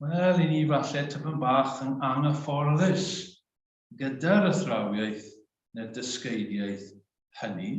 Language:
Welsh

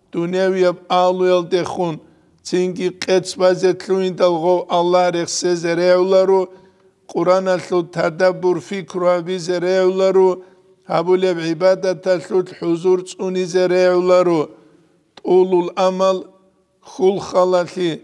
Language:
Avaric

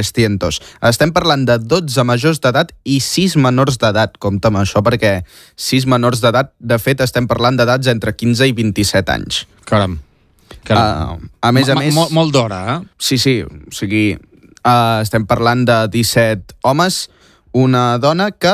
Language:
Catalan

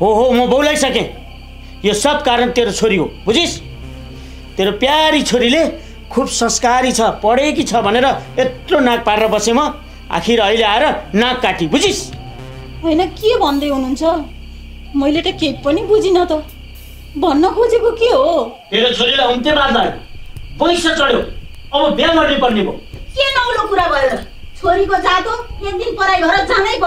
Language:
Nepali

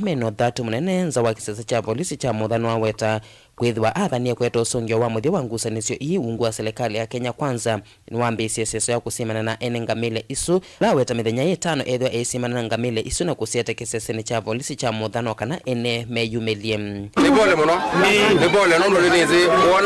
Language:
Kamba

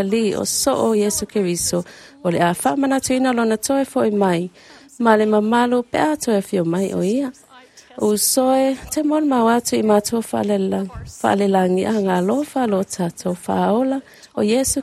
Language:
Samoan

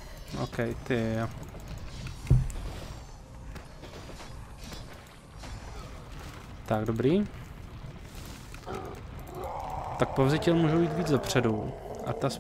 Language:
Czech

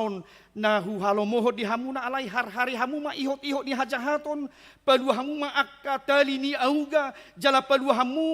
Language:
Batak Toba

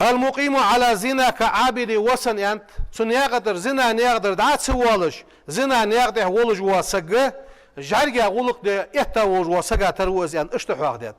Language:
Ingush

